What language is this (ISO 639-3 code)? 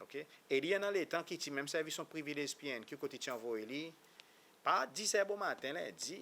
crs